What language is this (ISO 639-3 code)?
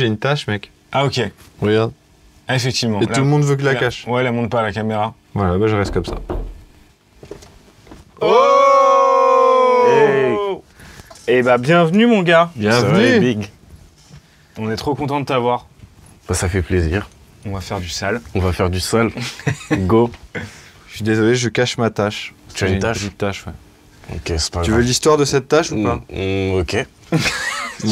fra